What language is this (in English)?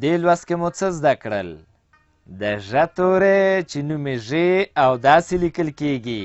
Pashto